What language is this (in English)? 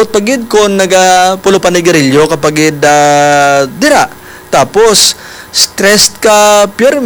Hiligaynon